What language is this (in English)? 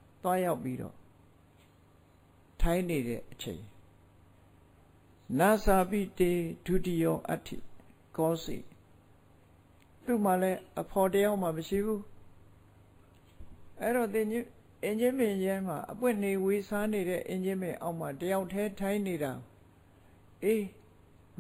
Burmese